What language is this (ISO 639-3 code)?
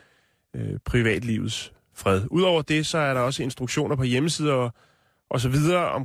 dan